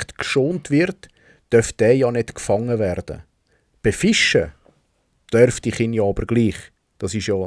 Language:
Swiss German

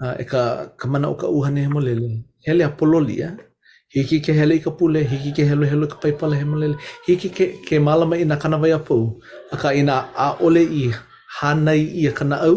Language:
Hawaiian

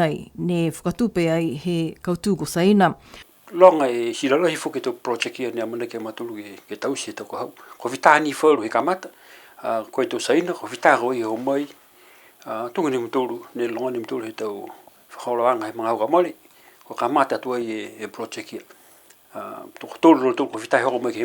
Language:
Niuean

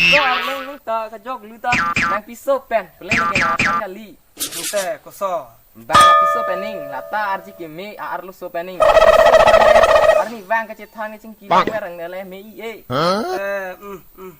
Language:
Karbi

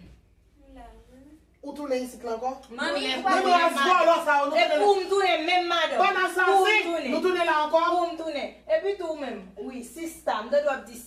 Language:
Haitian Creole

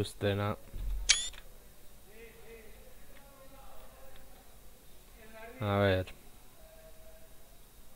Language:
Basque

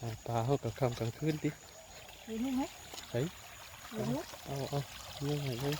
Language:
Northeastern Thai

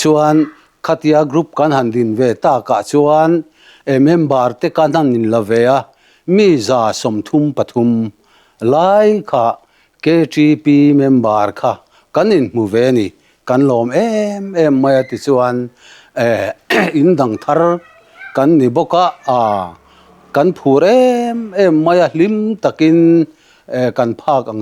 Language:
Mizo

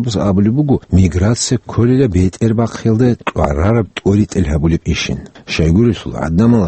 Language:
Avaric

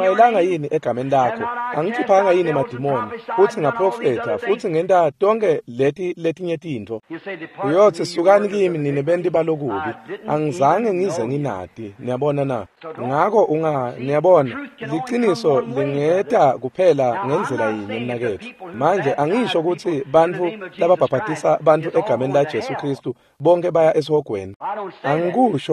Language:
Swati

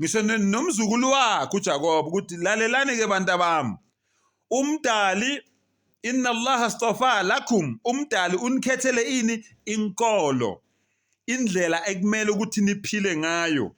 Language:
Zulu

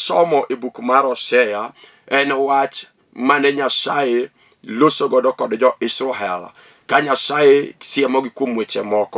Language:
Luo (Kenya and Tanzania)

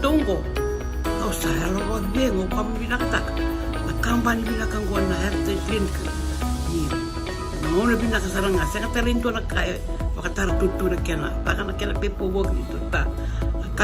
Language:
Fijian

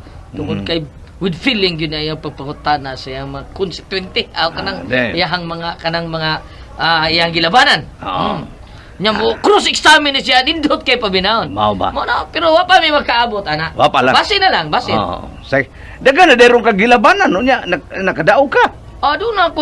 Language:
Cebuano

